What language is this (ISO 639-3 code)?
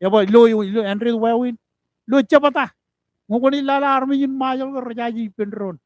mah